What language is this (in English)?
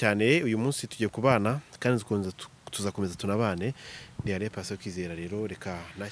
Kinyarwanda